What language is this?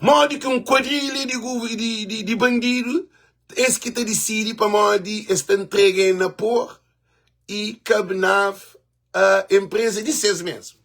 Kabuverdianu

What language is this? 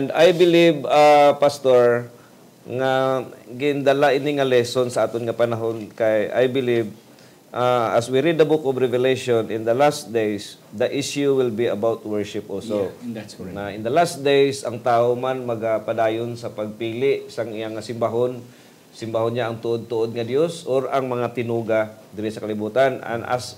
Hiligaynon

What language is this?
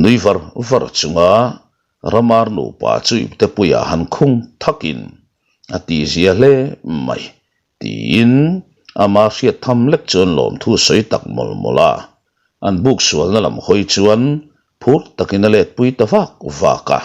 Mizo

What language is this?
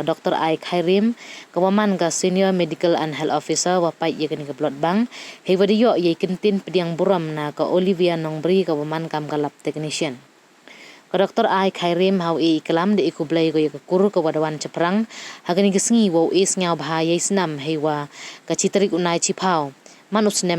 Pnar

